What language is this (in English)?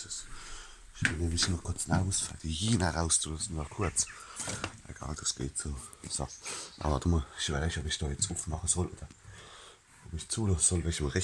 Palatine German